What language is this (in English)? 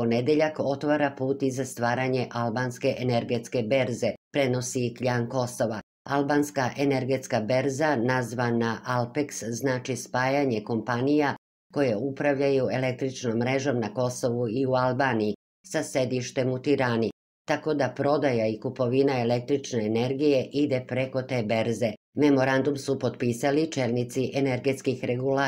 Serbian